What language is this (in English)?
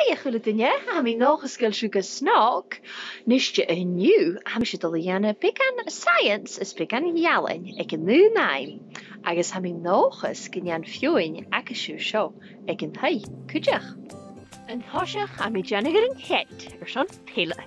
Scottish Gaelic